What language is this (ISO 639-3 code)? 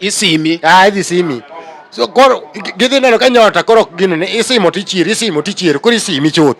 luo